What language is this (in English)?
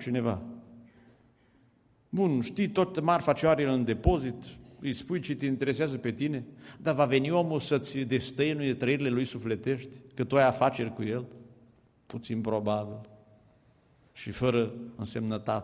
Romanian